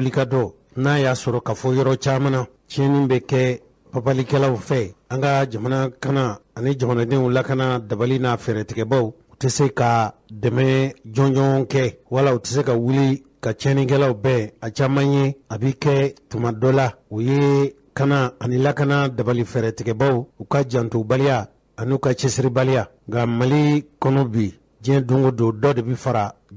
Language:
Bambara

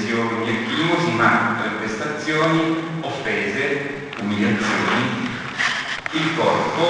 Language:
Italian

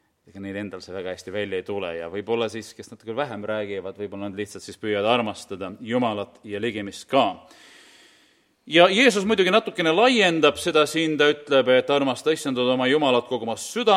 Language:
Estonian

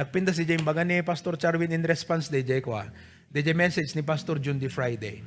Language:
Iloko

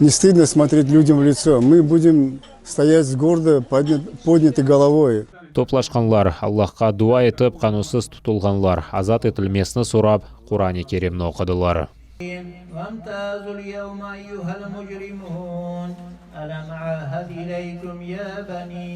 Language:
Crimean Tatar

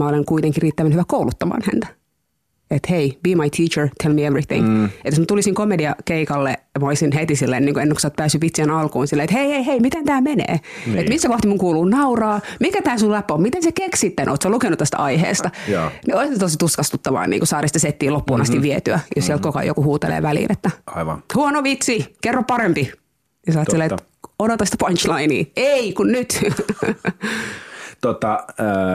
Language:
Finnish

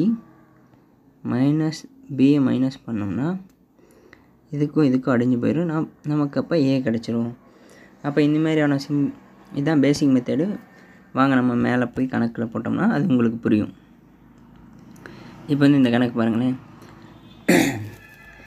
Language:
Tamil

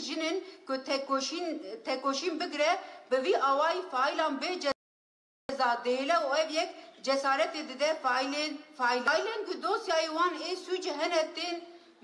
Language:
Kurdish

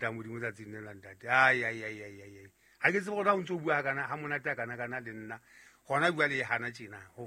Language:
Southern Sotho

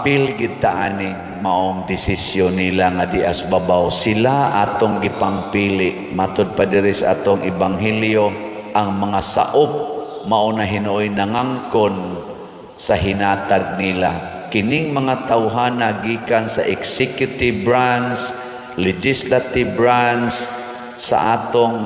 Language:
Cebuano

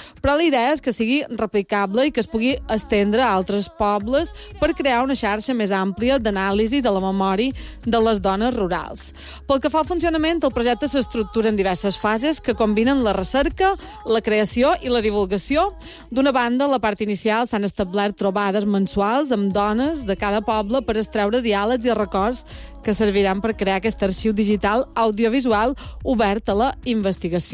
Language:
Catalan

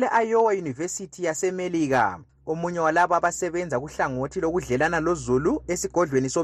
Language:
North Ndebele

